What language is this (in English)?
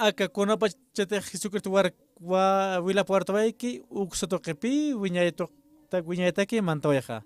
Aymara